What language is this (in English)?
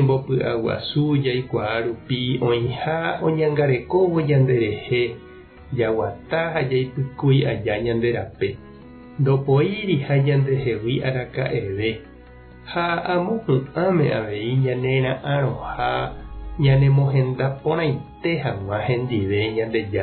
Guarani